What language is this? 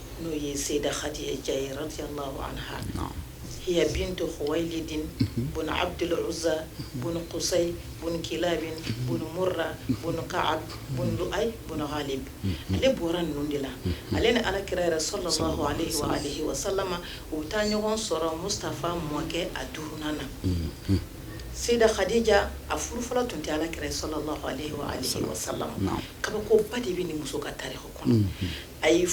Bambara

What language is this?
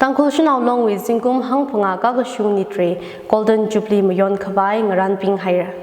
Tangkhul Naga (India)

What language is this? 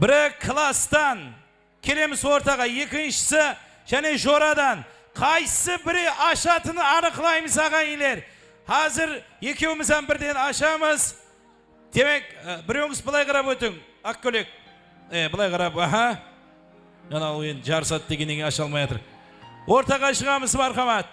Kara-Kalpak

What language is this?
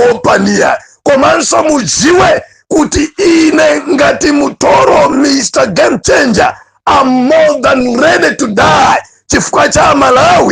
Nyanja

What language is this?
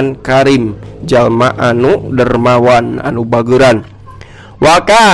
Sundanese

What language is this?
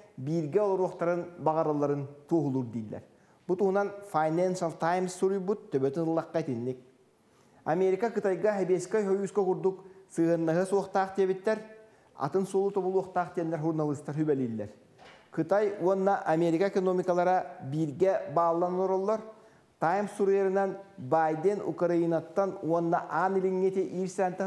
Yakut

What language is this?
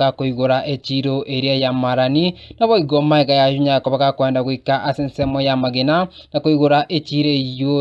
Gusii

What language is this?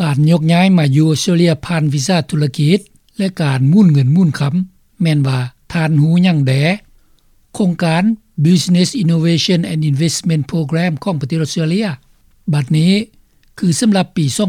Lao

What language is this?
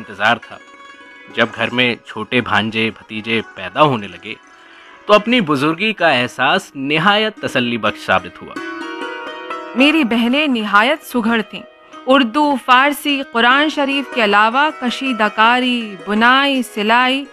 Urdu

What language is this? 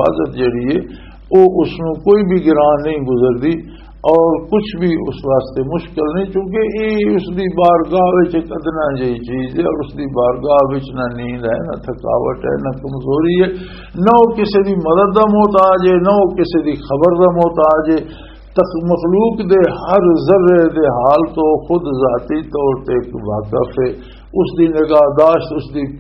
Western Panjabi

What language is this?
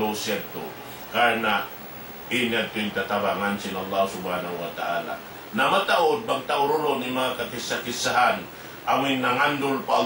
Tausug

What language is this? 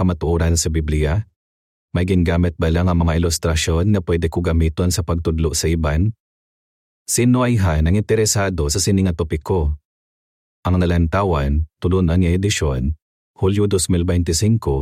Hiligaynon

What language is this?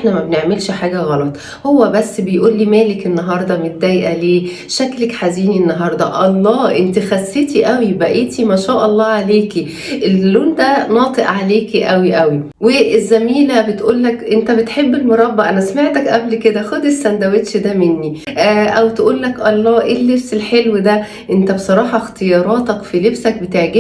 Egyptian Arabic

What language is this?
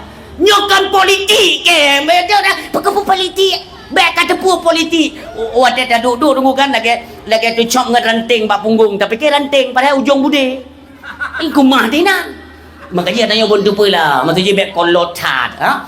Achinese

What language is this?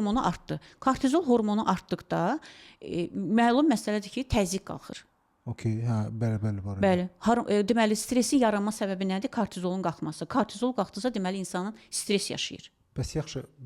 Azerbaijani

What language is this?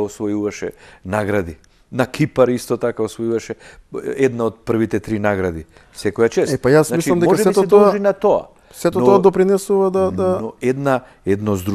Macedonian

